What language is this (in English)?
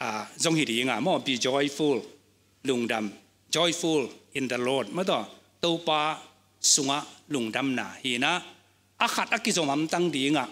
Tedim Chin